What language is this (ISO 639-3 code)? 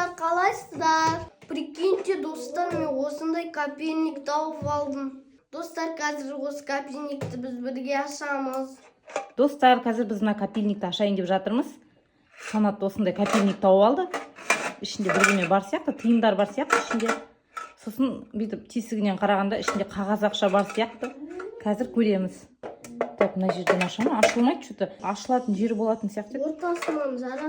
kaz